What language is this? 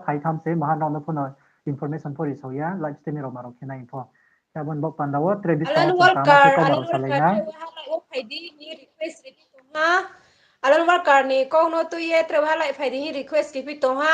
Riang (India)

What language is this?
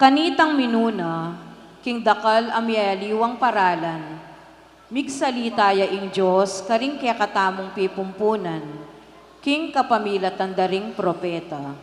Pampanga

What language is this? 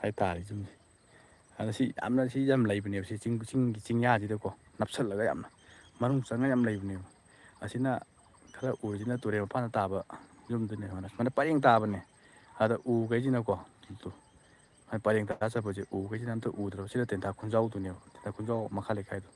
Manipuri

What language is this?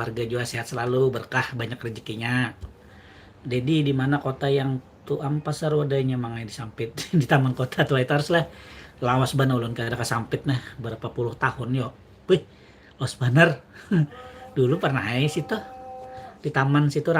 Banjar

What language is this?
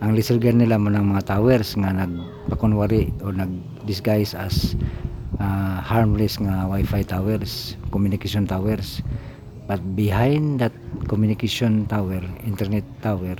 Cebuano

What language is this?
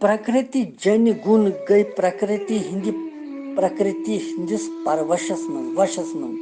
Kashmiri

